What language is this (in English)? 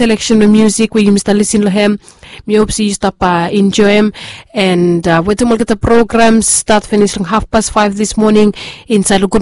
Bislama